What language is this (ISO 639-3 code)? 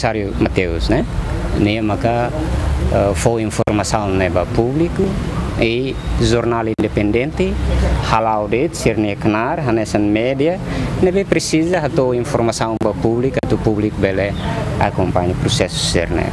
tet